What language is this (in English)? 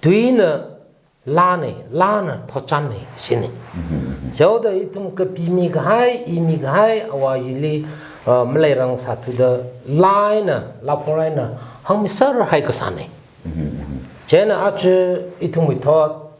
Tangkhul Naga (India)